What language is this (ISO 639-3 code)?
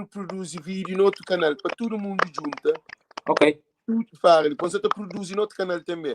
kea